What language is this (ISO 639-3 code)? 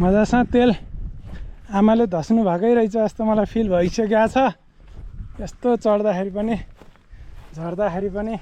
nep